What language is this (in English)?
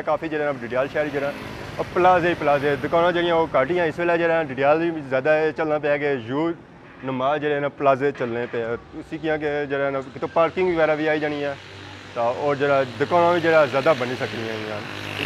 Pahari-Potwari